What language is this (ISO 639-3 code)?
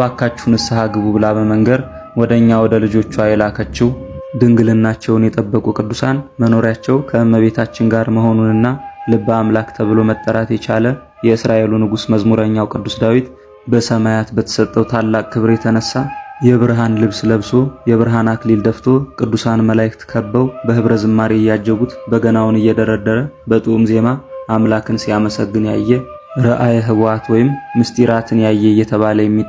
amh